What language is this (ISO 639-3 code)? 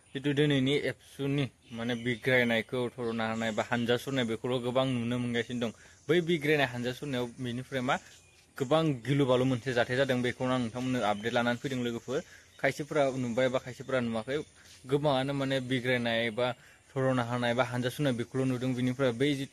brx